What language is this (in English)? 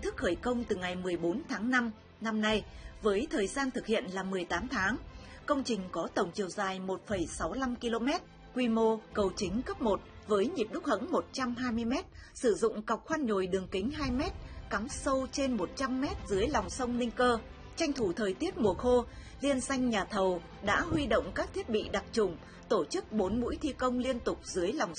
Vietnamese